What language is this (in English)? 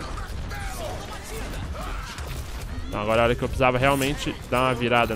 Portuguese